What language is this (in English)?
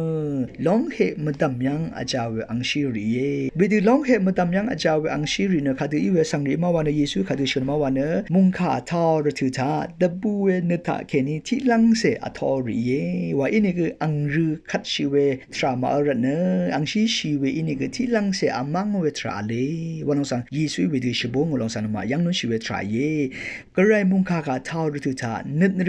Rawang